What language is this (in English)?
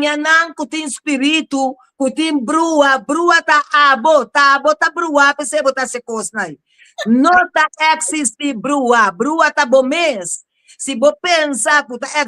Papiamento